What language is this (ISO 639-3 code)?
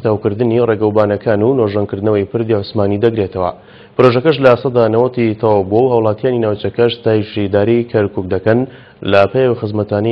ckb